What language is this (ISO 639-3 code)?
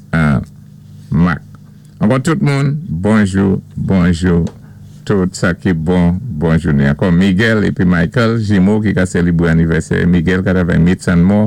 acf